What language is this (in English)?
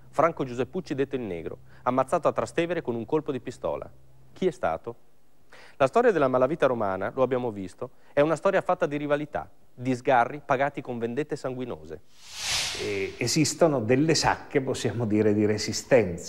Italian